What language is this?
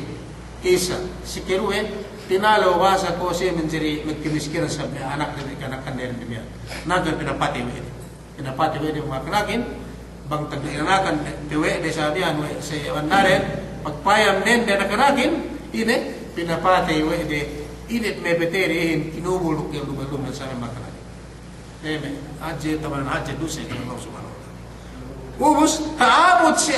Yakan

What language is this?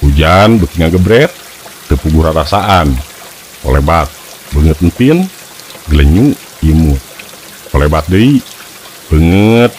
Sundanese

